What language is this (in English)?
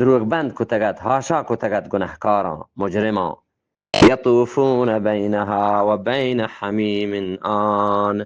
Eastern Balochi